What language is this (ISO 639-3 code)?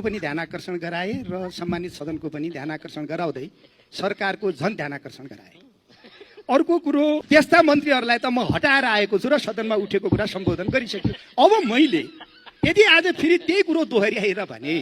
nep